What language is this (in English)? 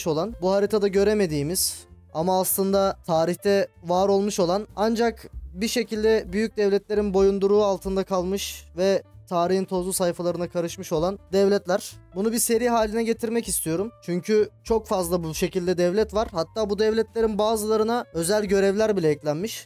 Turkish